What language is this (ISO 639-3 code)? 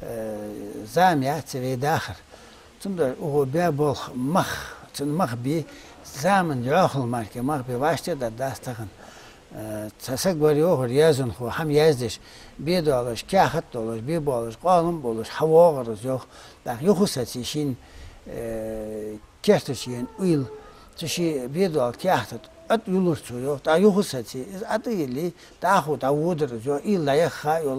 inh